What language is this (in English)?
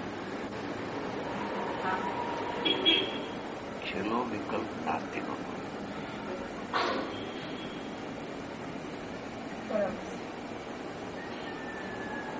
Gujarati